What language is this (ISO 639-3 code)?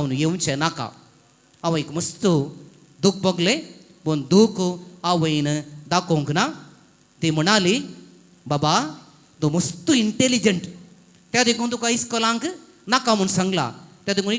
kok